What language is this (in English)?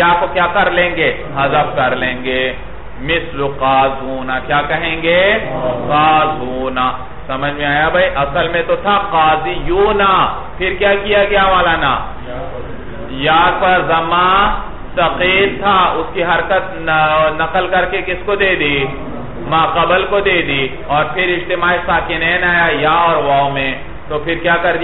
Urdu